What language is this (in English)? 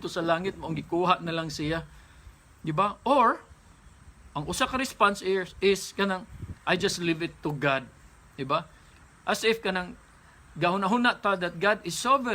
Cebuano